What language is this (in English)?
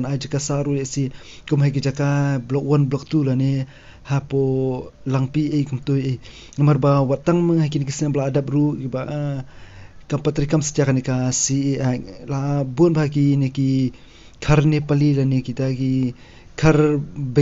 Khasi